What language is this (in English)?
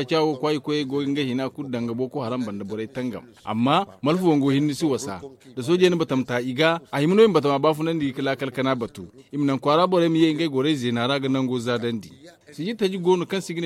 Zarma